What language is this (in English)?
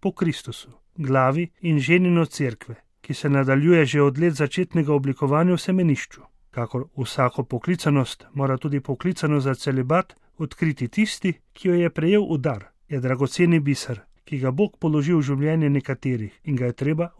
Slovenian